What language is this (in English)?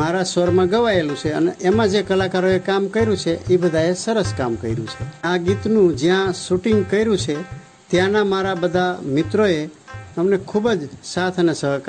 Gujarati